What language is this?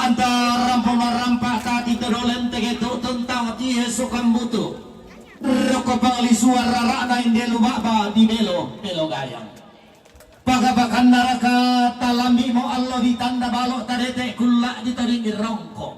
Toraja-Sa'dan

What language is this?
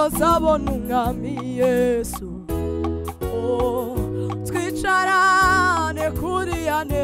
Kinyarwanda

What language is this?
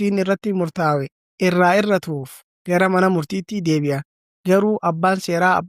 Oromo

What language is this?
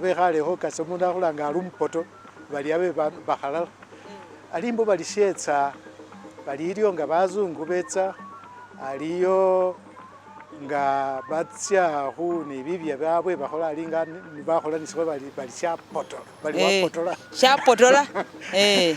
Masaaba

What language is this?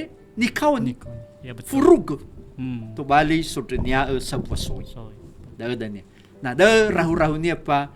Nias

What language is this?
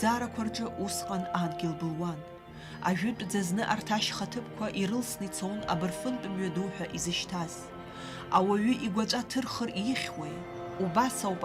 Abkhazian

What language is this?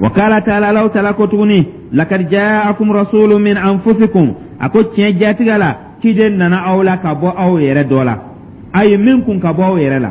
Dyula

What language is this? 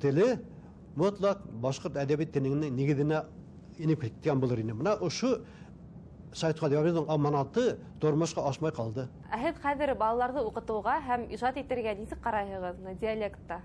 Bashkir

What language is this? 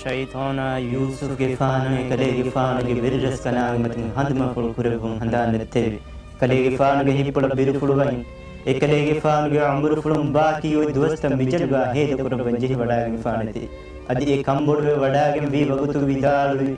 Divehi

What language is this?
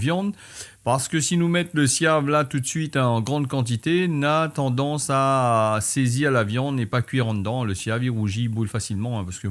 Réunion Creole French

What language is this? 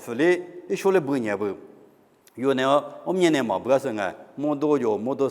Lisu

